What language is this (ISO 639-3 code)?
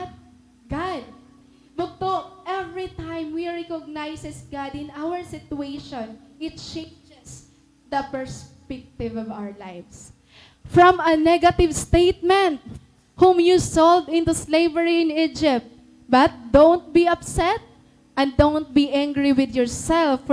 war